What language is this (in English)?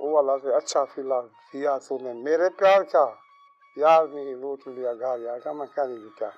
Saraiki